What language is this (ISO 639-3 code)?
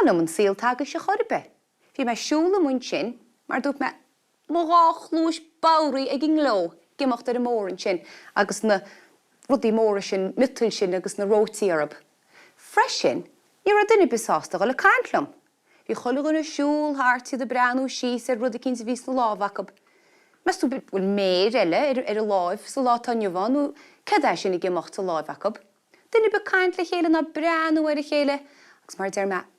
gle